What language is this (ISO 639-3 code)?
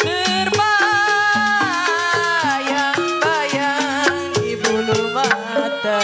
bew